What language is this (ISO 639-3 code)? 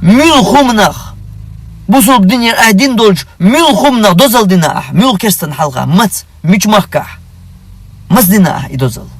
che